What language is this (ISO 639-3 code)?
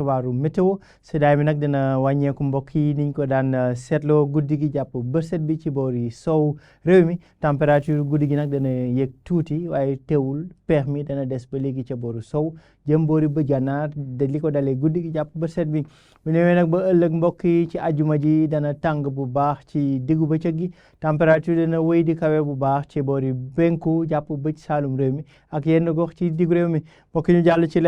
wol